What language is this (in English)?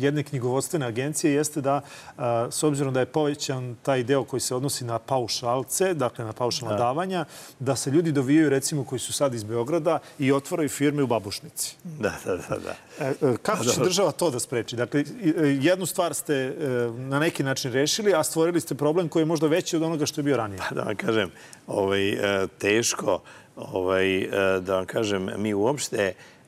Serbian